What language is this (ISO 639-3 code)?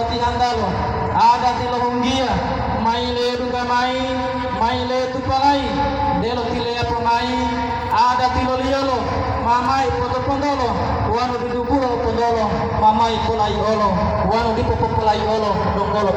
gor